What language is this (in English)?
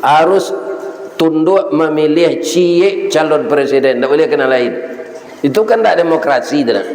Minangkabau